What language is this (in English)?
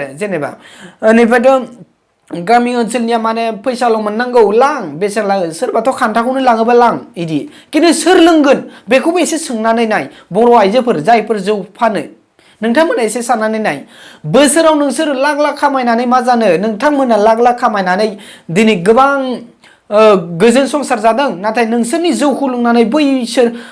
Bodo